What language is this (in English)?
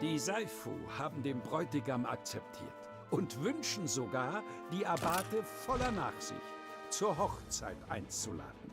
Bavarian